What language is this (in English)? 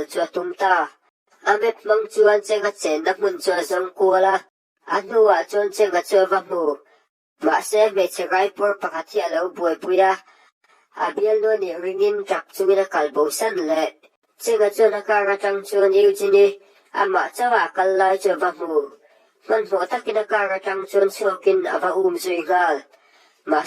Mizo